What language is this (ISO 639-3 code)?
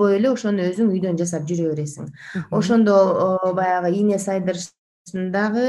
kir